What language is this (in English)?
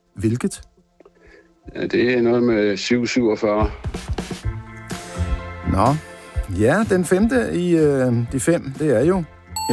Danish